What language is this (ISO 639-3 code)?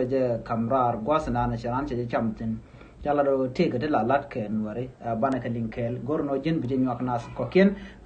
nus